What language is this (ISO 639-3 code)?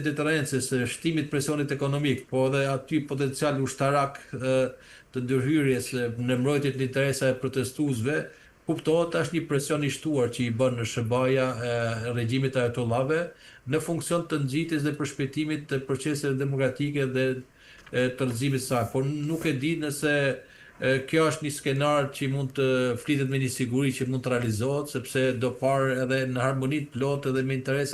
sqi